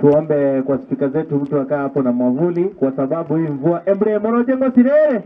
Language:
Gusii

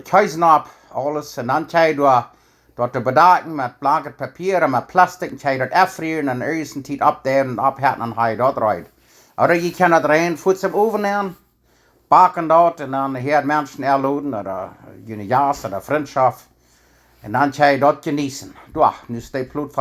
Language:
Plautdietsch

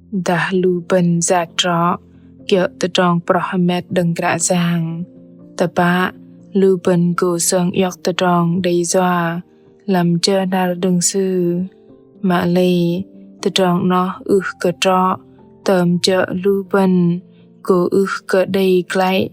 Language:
Bahnar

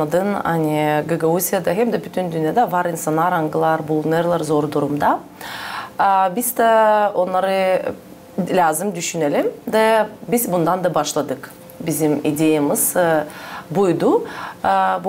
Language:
Gagauz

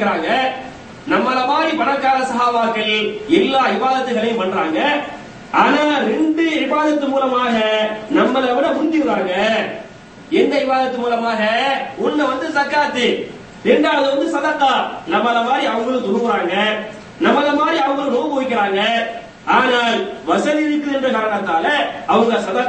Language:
Tamil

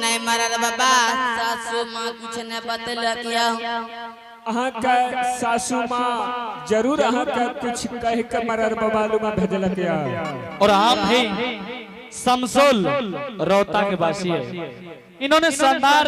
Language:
Angika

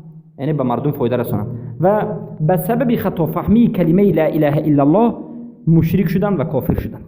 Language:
Persian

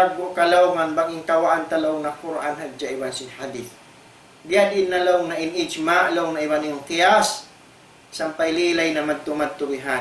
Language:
Tausug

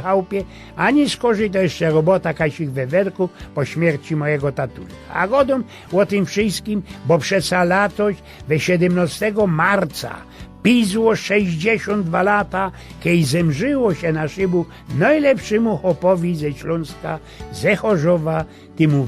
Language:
Silesian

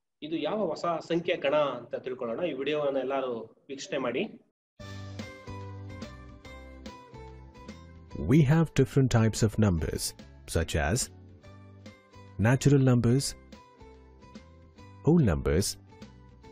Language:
Kannada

